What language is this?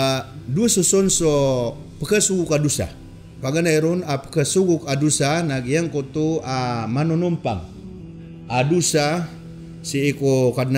Maranao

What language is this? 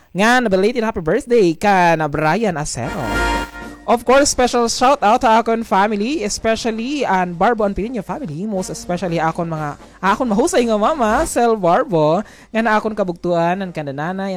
Waray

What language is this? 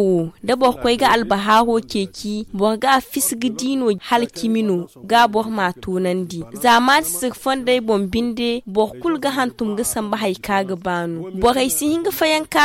Zarma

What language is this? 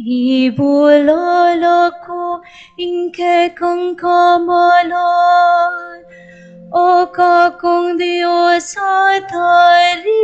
Pampanga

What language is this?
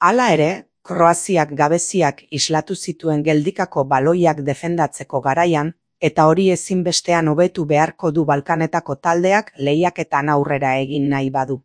Basque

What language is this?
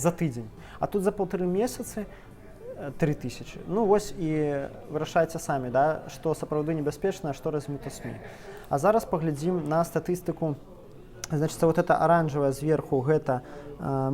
Belarusian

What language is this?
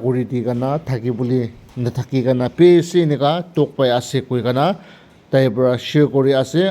Naga Pidgin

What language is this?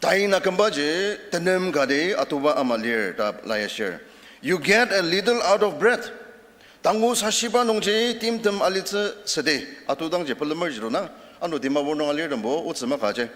Ao Naga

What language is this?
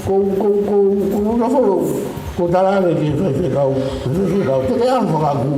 Tongan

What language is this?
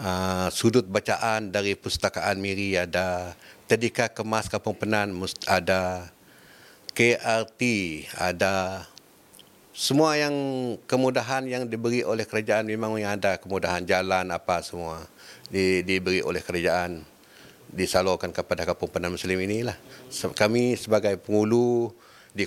Malay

